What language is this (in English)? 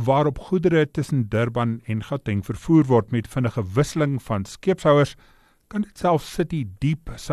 Afrikaans